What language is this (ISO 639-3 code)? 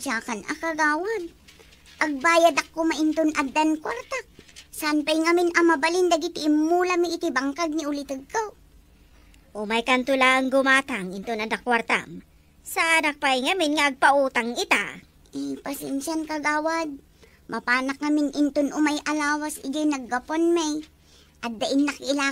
ilo